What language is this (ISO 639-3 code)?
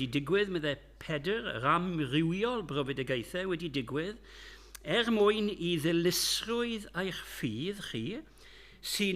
cym